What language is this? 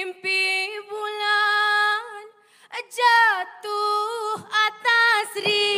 Malay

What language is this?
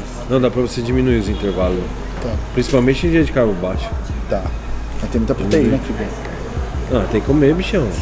Portuguese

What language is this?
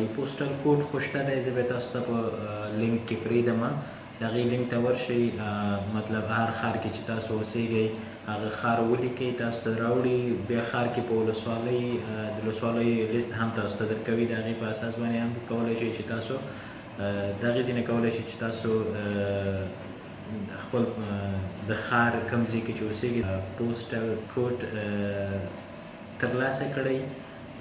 Pashto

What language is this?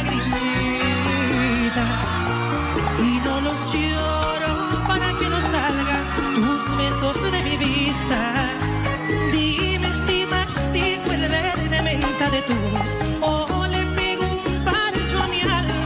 Spanish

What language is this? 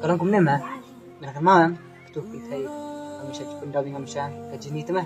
Khasi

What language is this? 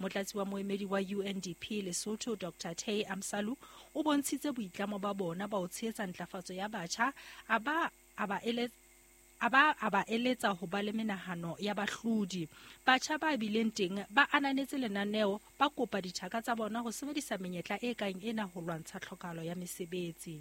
Southern Sotho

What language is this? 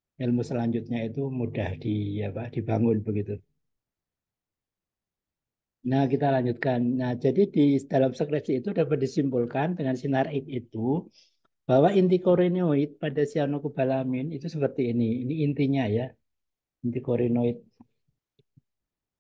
Indonesian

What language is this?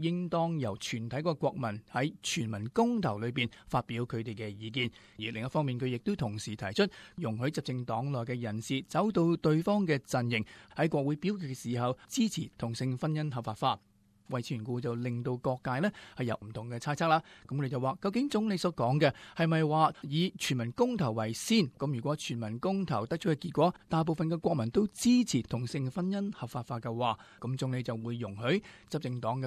Cantonese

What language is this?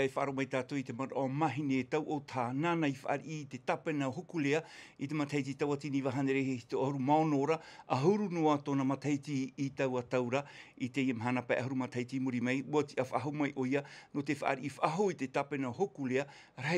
Tahitian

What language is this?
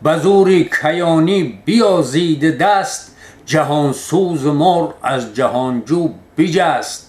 Tajik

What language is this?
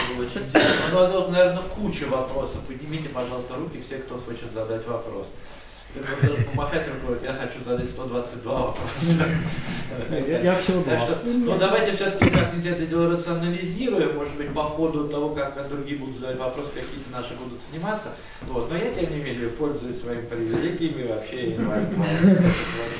Russian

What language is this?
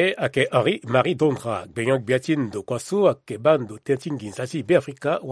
Sango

